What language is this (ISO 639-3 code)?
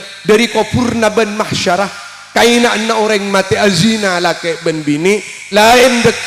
mad